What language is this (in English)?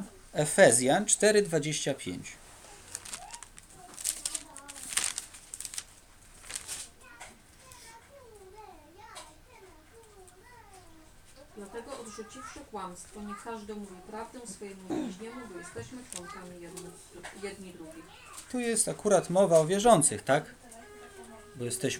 Polish